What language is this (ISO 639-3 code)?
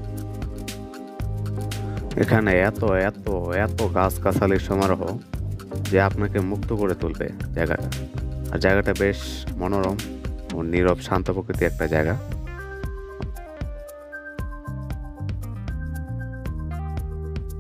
ben